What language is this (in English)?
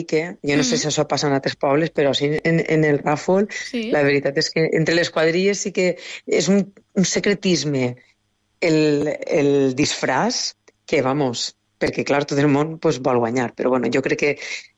Catalan